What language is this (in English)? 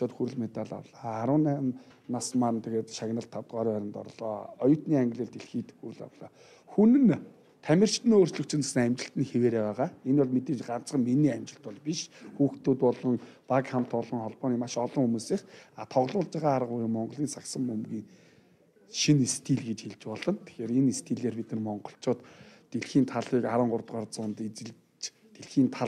Mongolian